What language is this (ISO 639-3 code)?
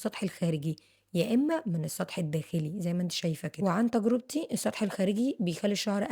arz